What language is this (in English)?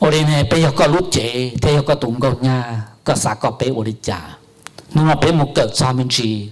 Hmong